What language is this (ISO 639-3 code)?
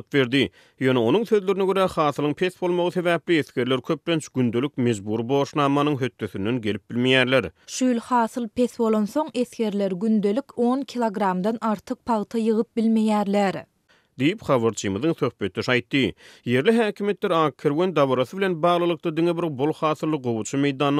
tuk